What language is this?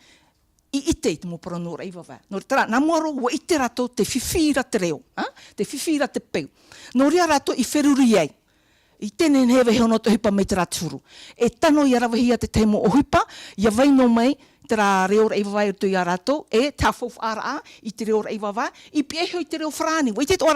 Tahitian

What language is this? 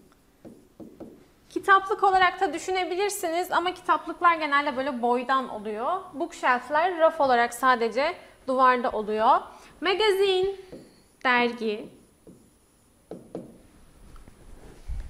Turkish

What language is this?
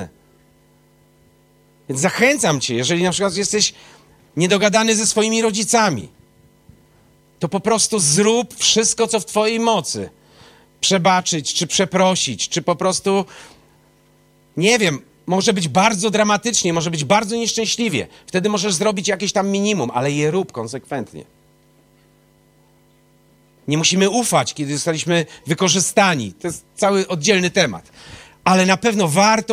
Polish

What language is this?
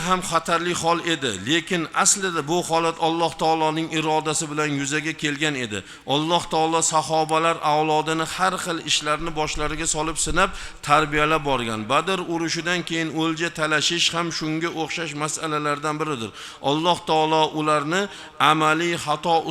Uzbek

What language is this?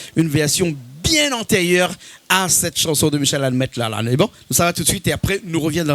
Réunion Creole French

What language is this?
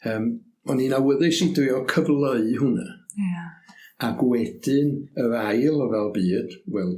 Welsh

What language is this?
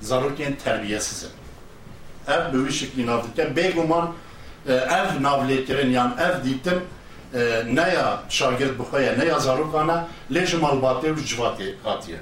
Kurdish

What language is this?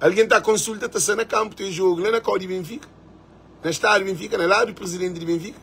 Kabuverdianu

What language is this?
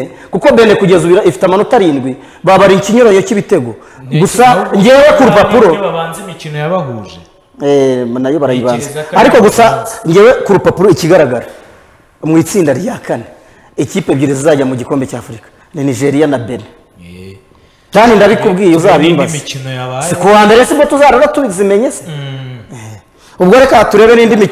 Kinyarwanda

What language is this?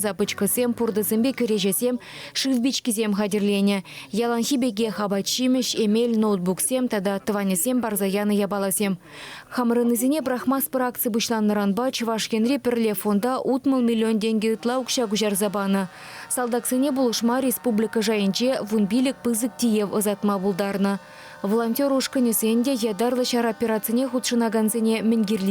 Chuvash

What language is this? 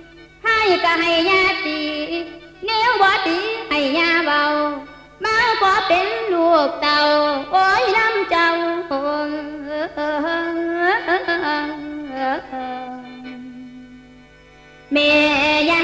Northeastern Thai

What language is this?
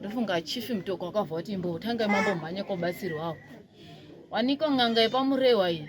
Shona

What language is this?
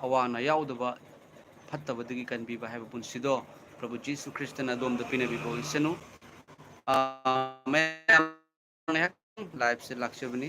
Manipuri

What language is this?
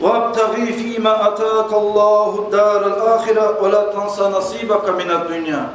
Kumyk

